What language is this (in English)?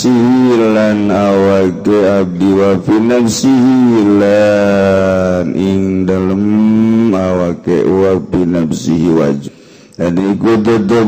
Sundanese